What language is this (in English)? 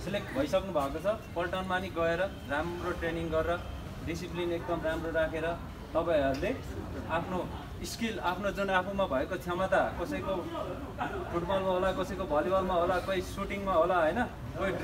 Nepali